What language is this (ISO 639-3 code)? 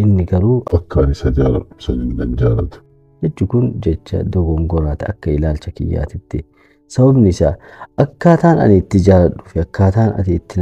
orm